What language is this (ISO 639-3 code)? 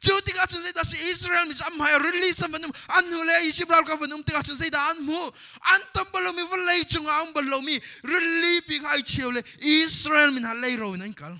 cnh